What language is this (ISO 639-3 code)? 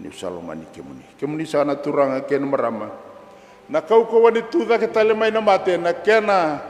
fij